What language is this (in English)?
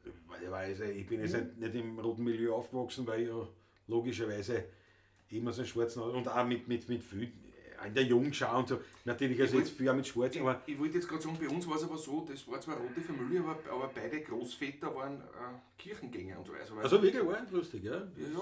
Bavarian